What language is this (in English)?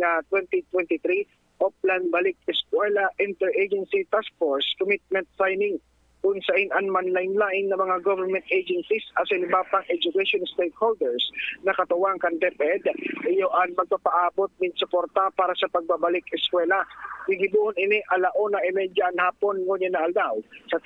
Bikol